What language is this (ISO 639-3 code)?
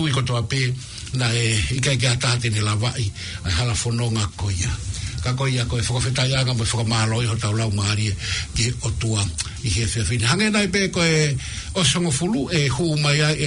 ton